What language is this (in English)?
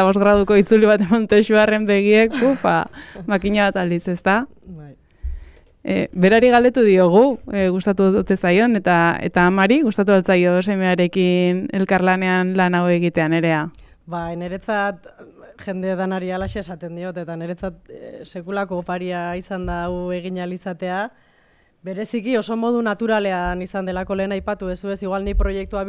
Basque